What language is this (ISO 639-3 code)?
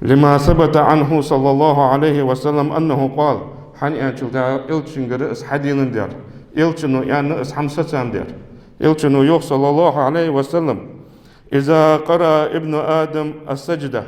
inh